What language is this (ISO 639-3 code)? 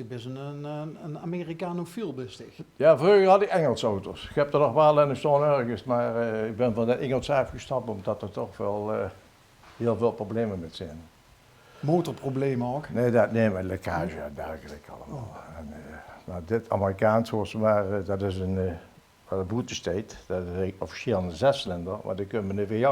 lim